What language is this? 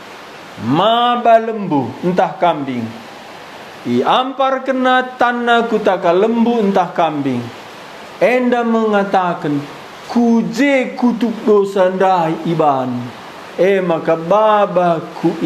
Batak Karo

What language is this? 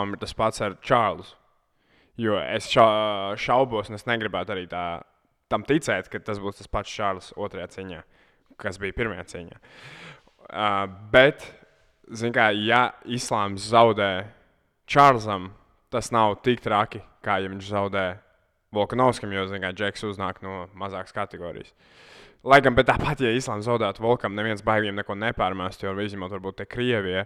Latvian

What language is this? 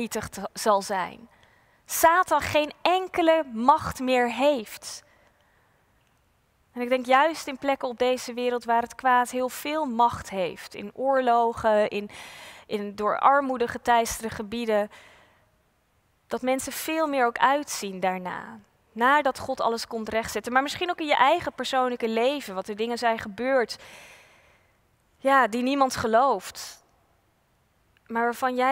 Dutch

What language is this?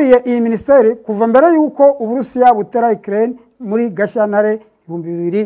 Kinyarwanda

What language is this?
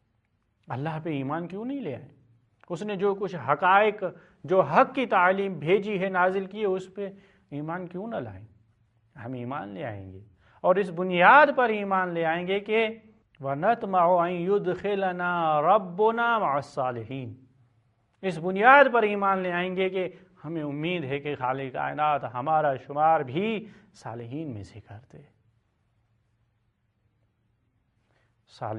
Urdu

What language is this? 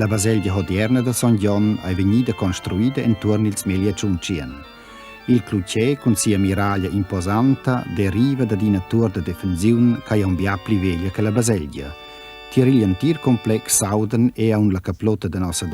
Romansh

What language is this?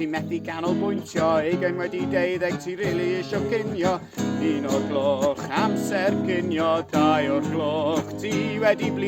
Welsh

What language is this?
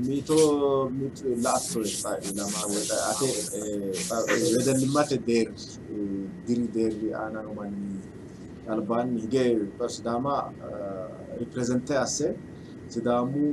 Sidamo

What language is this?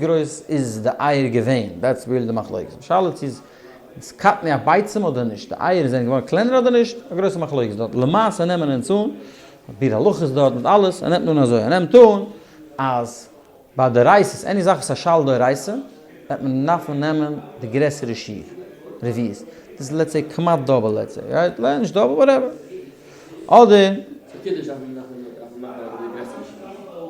Yiddish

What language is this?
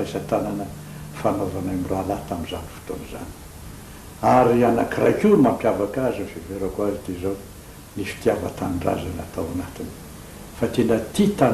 Malagasy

